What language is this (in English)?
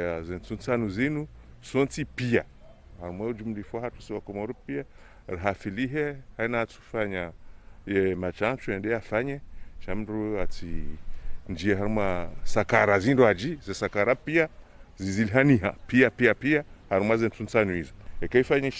Ngazidja Comorian